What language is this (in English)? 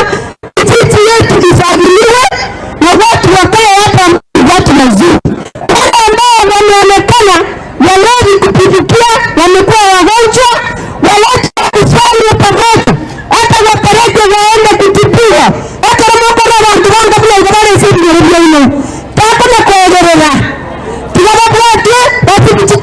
Gusii